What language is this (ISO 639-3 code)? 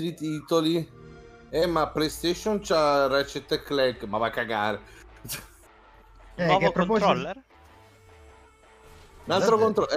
ita